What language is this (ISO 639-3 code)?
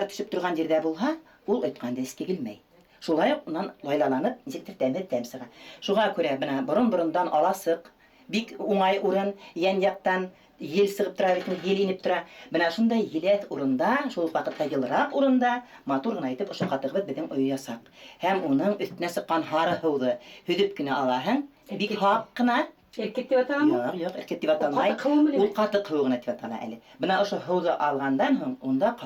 bak